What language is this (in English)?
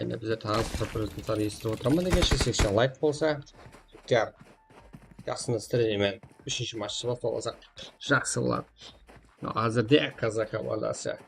Kara-Kalpak